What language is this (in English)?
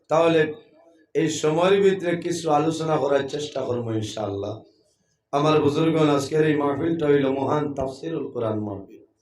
Sylheti